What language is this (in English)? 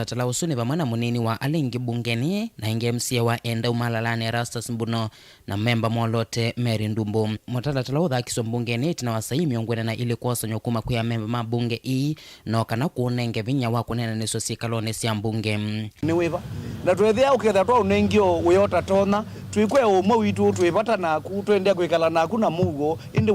Kamba